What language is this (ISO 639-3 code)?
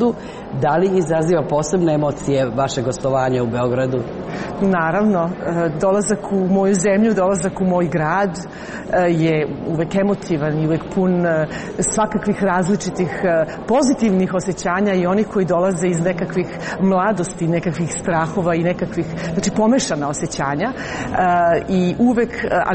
srp